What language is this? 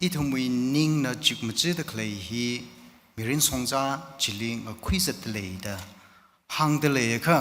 Tangkhul Naga (India)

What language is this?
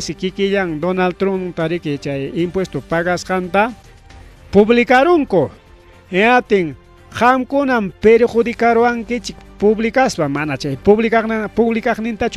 Ayacucho Quechua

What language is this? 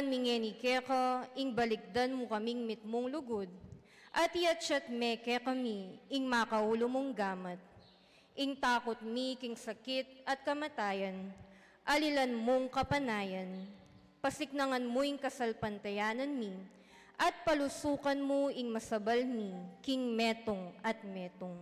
Pampanga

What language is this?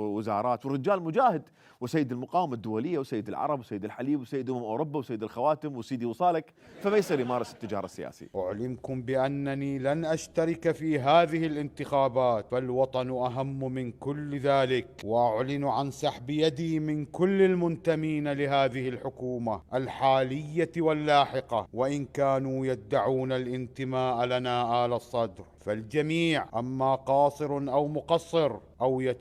Mesopotamian Arabic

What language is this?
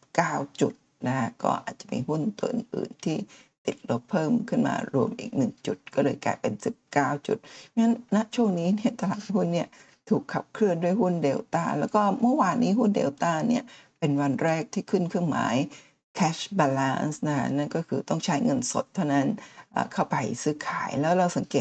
Thai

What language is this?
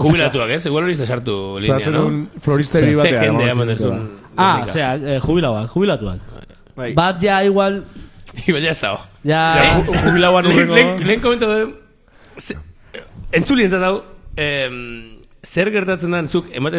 Basque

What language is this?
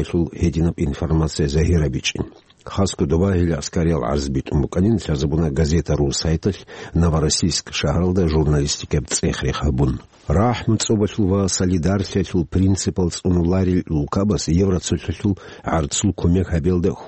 Avaric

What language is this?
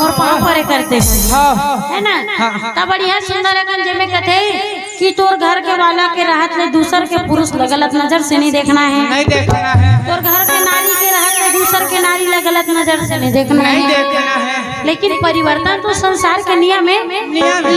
Chhattisgarhi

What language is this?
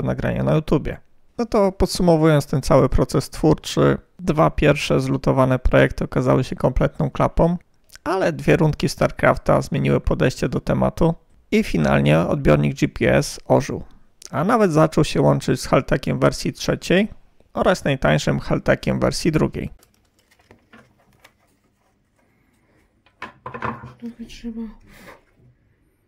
Polish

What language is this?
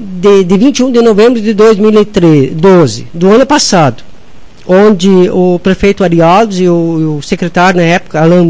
Portuguese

